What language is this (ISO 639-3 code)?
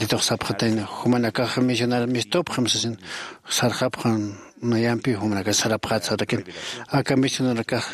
aym